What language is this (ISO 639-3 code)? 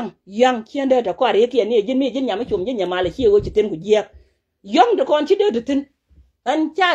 nus